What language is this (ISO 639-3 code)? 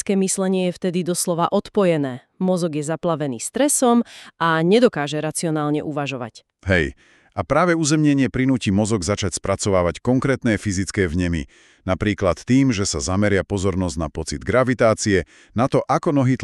slk